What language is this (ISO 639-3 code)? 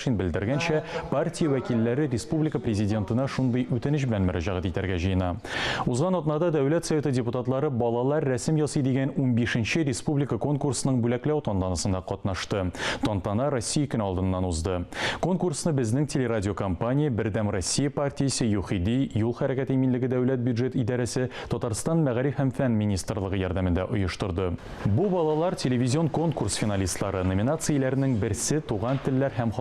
tat